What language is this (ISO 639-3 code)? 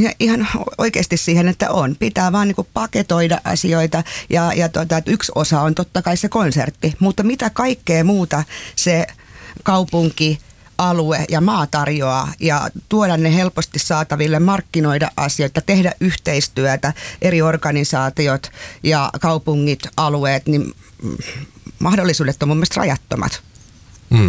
fin